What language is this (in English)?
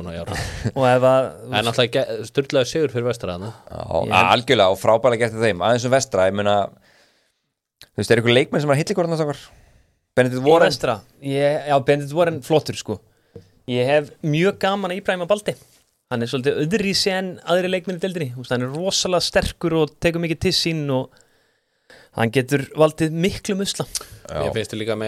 Icelandic